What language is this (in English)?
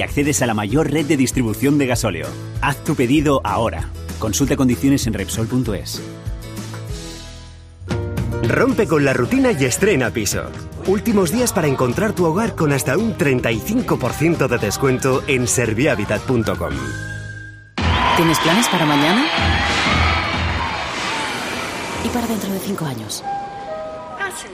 Spanish